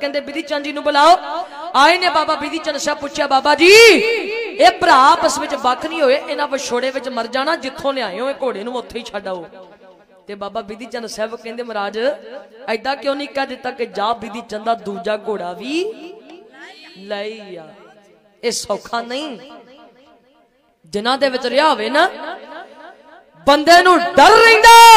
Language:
Punjabi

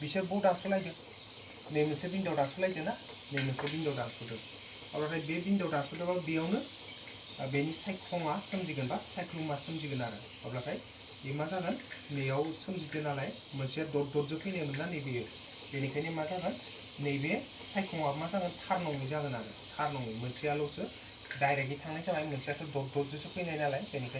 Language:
Bodo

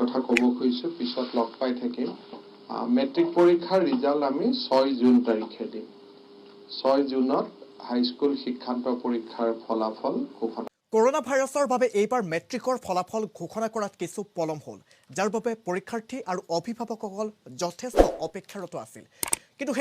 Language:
Assamese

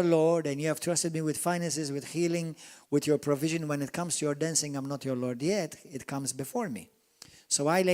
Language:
English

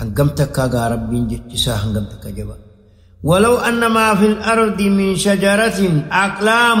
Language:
Oromo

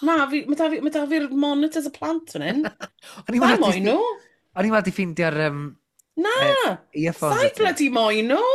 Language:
Welsh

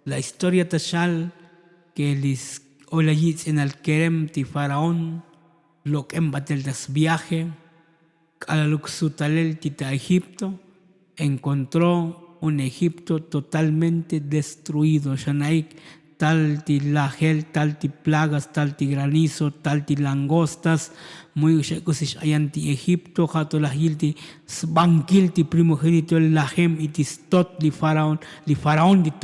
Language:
Tzotzil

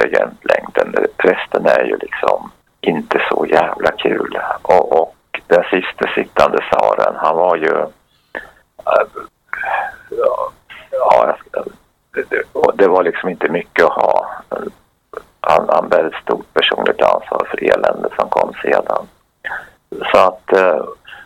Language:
Swedish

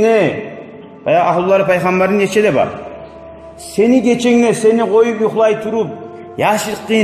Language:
Kumyk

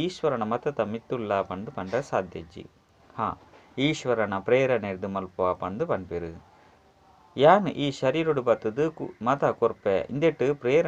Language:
Tulu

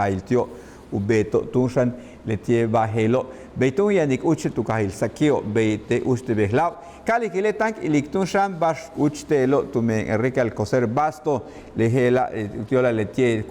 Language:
Yucateco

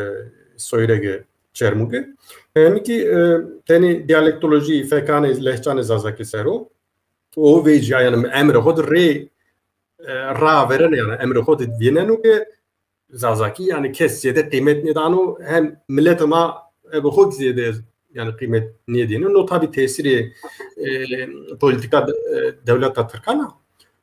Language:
Zaza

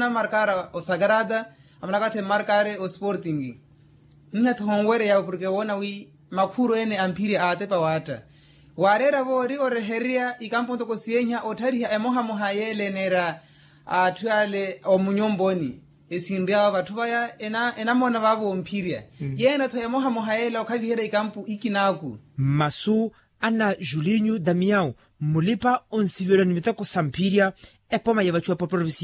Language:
Makhuwa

